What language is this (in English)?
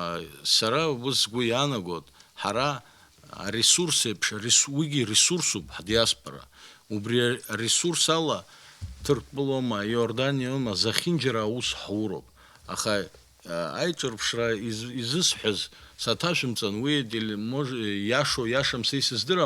Abkhazian